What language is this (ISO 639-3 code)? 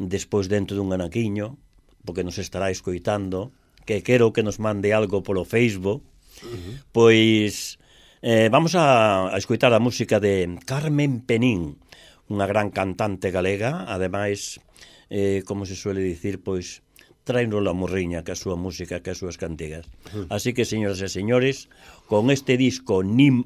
glg